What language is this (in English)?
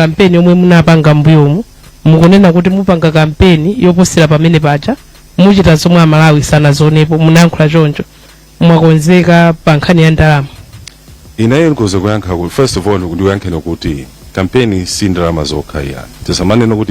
Nyanja